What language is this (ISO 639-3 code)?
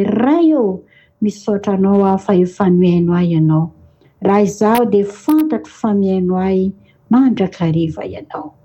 mlg